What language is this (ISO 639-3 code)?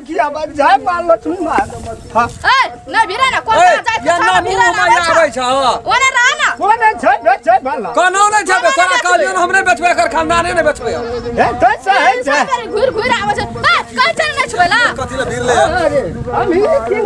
mai